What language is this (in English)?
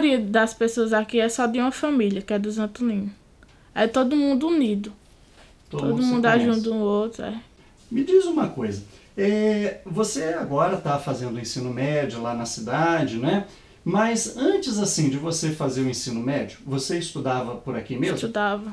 Portuguese